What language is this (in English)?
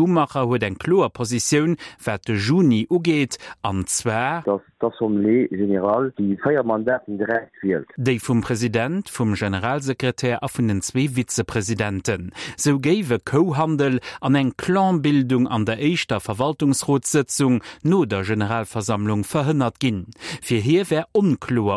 Luxembourgish